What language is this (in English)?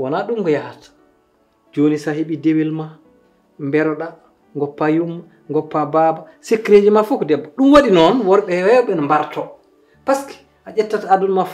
Fula